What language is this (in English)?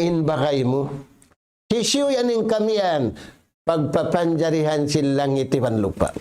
Tausug